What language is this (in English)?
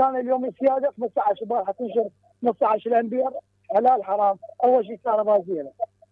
Mesopotamian Arabic